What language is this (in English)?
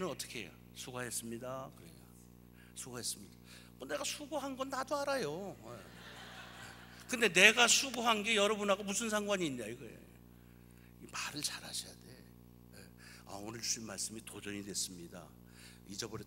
Korean